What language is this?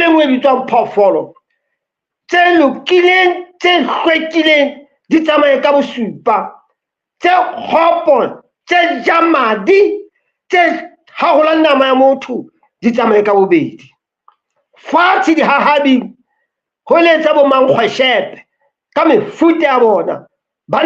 Southern Sotho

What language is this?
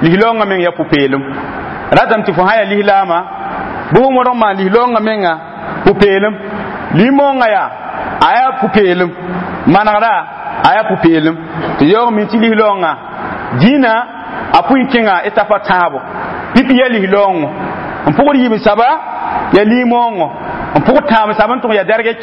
Mossi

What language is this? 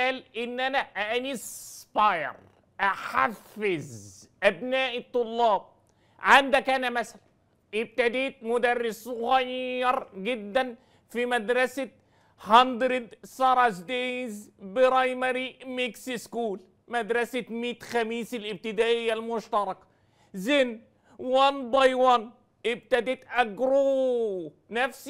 Egyptian Arabic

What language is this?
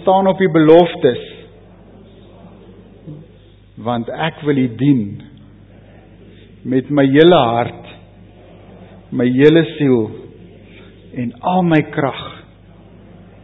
Afrikaans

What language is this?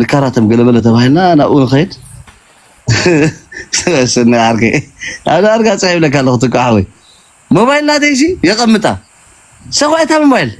Tigrinya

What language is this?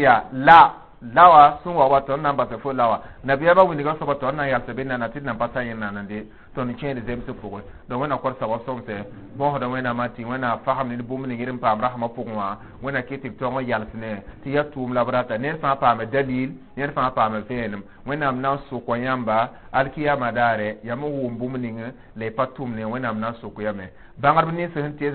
Mossi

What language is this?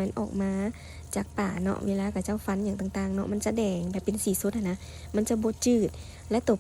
Lao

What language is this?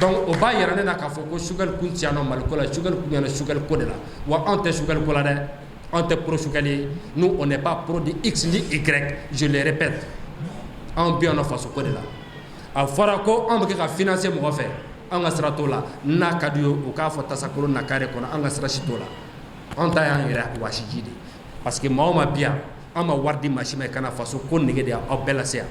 Bambara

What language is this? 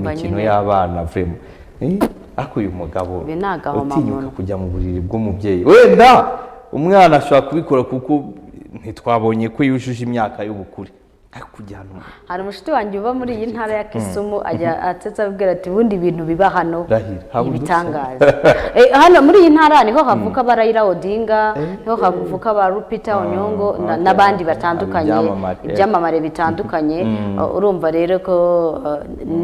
Kinyarwanda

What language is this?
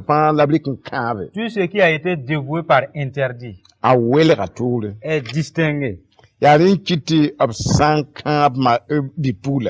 Mossi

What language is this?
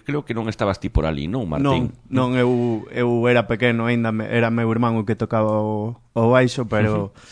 Galician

